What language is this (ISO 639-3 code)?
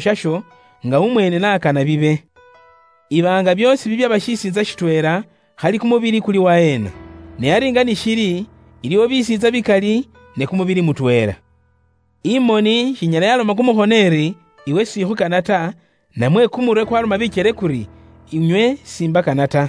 luy